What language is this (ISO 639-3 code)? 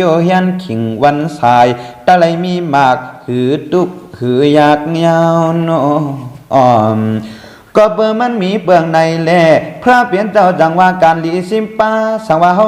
shn